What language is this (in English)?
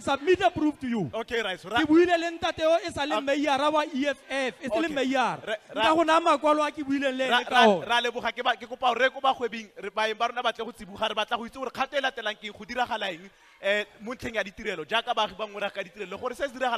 Tswana